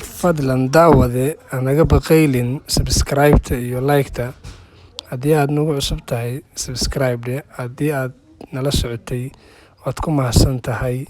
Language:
Somali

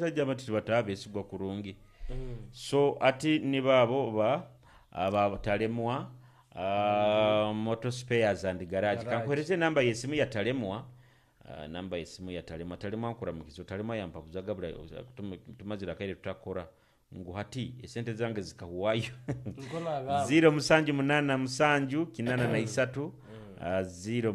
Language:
Nyoro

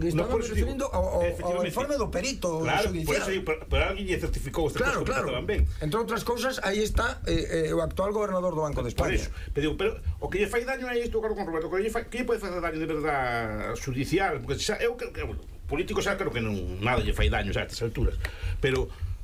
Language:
Galician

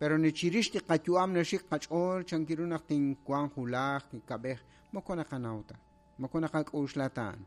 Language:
Kekchí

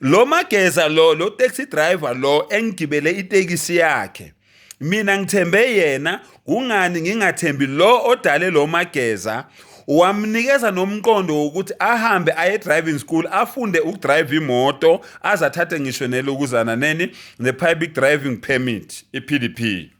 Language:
Zulu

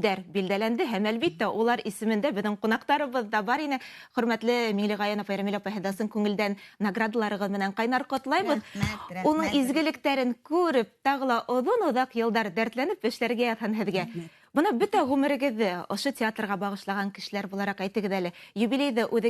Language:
Bashkir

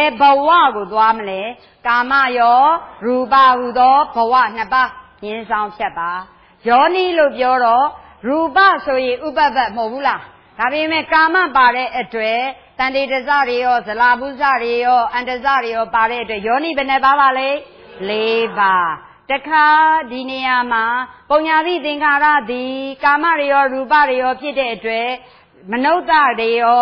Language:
Burmese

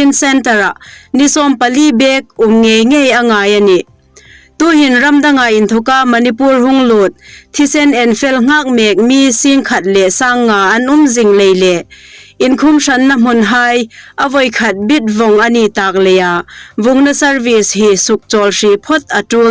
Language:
Hmar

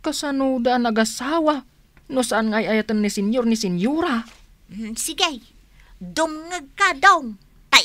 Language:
Iloko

